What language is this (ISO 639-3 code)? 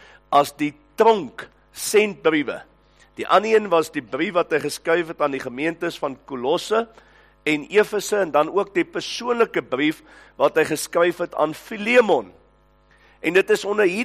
afr